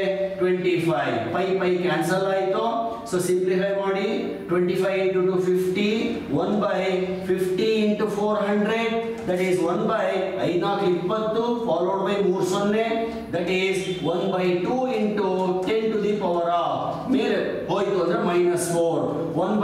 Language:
Kannada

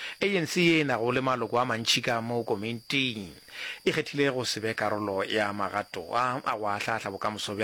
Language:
Northern Sotho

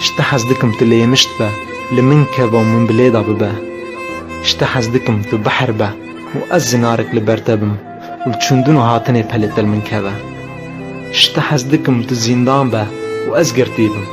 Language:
Kurdish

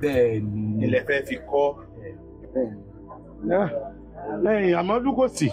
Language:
Yoruba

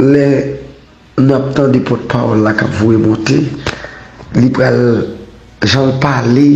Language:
Haitian Creole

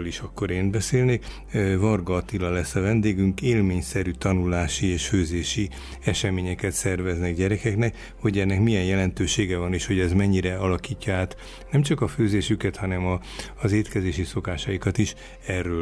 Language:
Hungarian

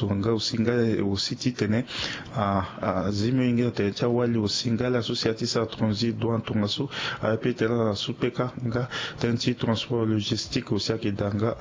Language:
Sango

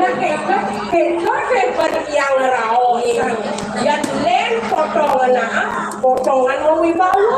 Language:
Balinese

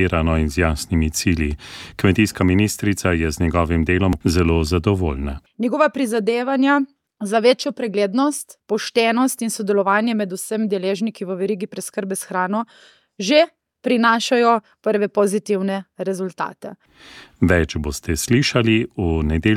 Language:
Slovenian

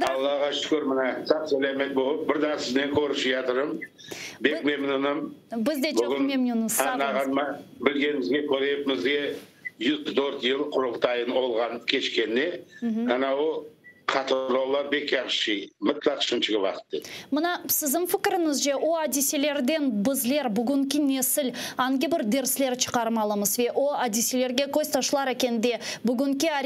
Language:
Crimean Tatar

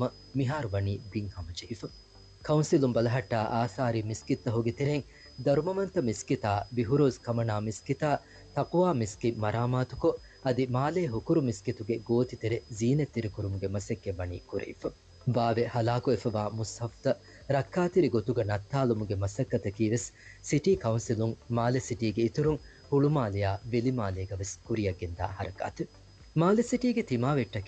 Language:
Divehi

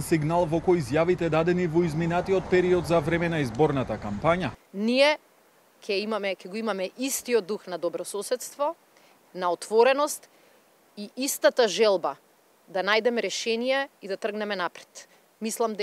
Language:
Macedonian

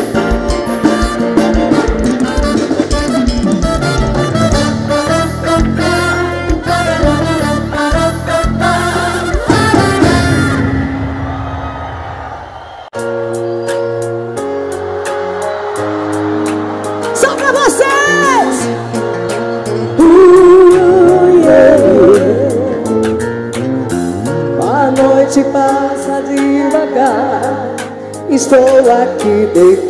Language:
Portuguese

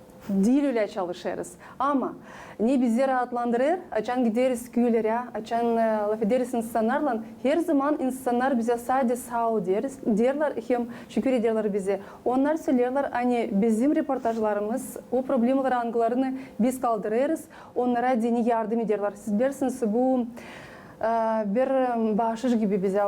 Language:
Gagauz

